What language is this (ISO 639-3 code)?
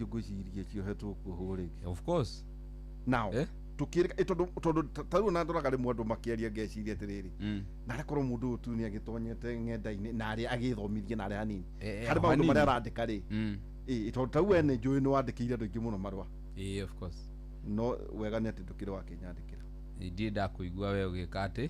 kik